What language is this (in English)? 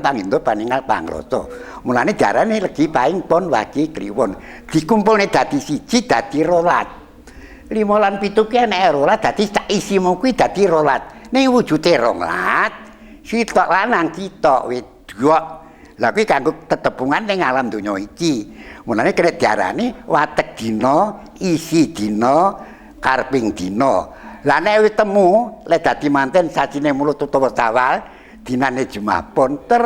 Javanese